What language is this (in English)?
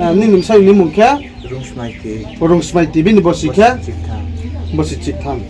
Riang (India)